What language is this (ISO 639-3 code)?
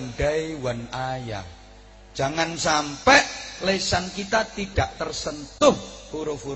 jav